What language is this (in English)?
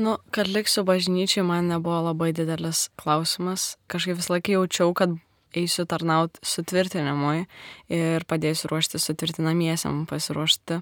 Lithuanian